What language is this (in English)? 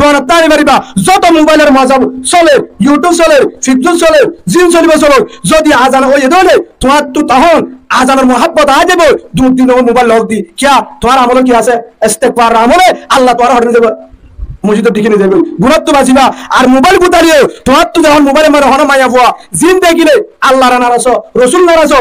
Rohingya